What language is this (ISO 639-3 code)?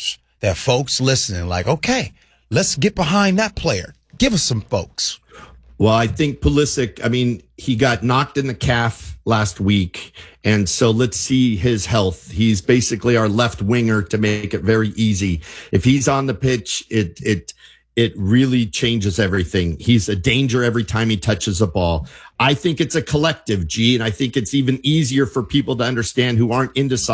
eng